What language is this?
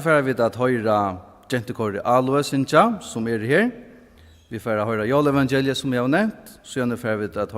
Faroese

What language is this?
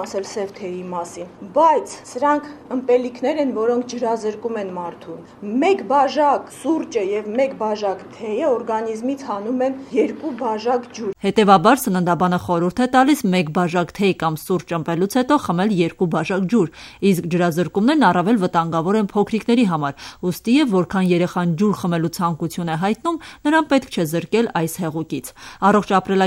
Armenian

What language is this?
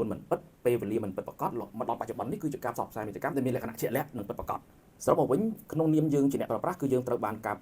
Khmer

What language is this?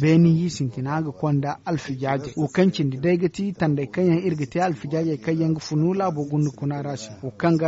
Zarma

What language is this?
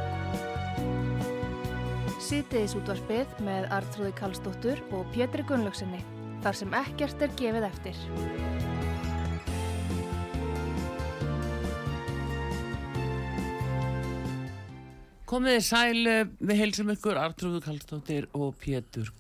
Icelandic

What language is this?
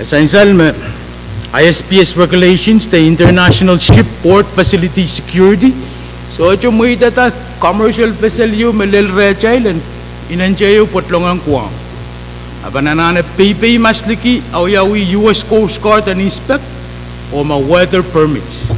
Pohnpeian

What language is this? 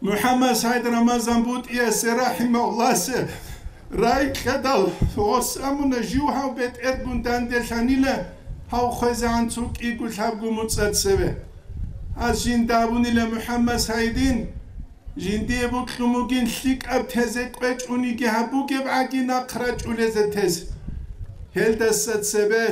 Avaric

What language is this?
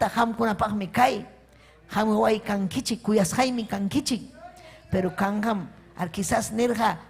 Ayacucho Quechua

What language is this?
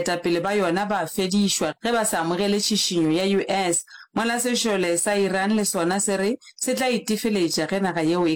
Northern Sotho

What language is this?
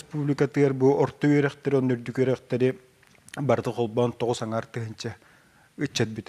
Yakut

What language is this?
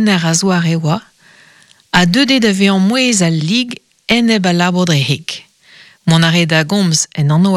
Breton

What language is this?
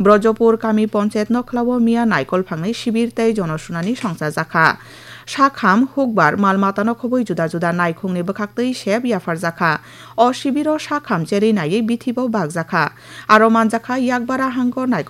Kok Borok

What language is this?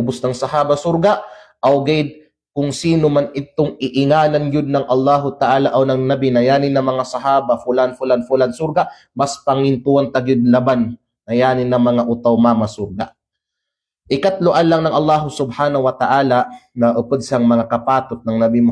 Kalagan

